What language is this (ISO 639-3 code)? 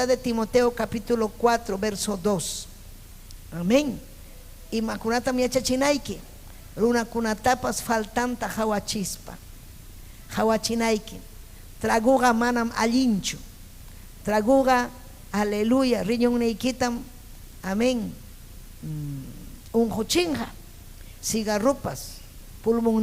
quy